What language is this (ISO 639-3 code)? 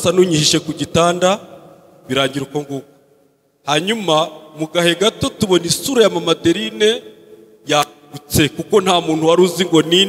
kin